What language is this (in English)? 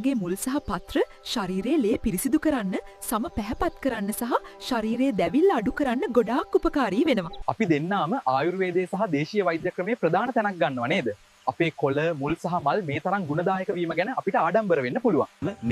Sinhala